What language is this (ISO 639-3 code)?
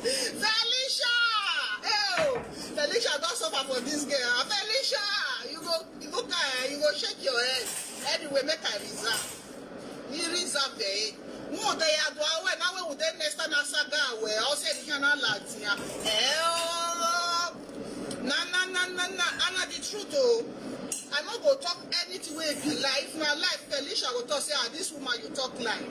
pcm